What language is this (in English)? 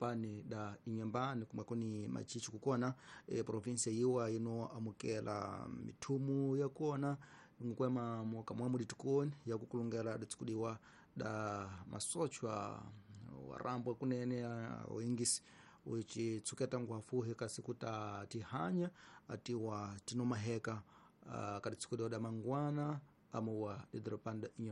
Tsonga